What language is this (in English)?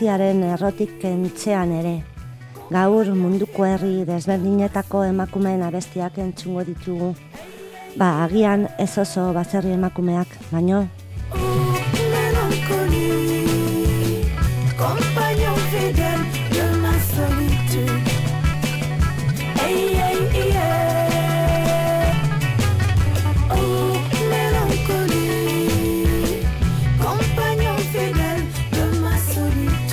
Basque